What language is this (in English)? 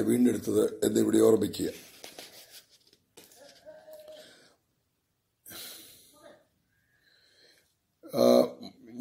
Malayalam